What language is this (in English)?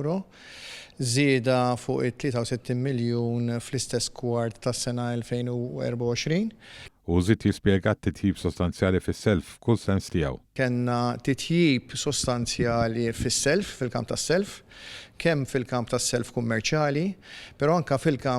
Maltese